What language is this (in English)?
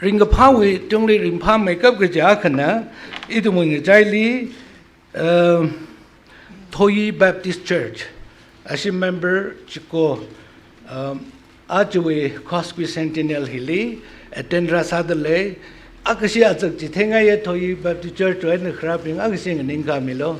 Tangkhul Naga (India)